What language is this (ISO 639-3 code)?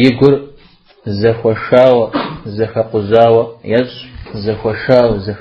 kbd